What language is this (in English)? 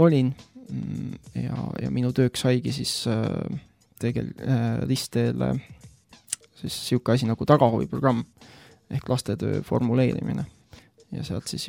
Estonian